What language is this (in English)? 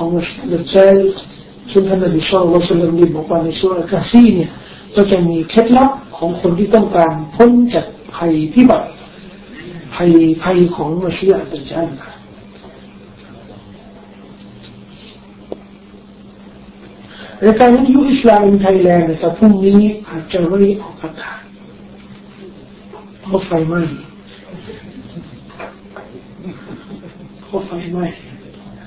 Thai